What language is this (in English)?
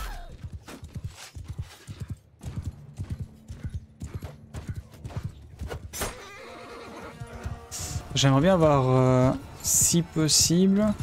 French